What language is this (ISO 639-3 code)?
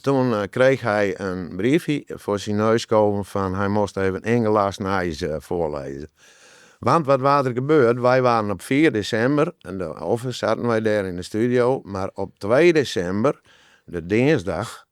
fry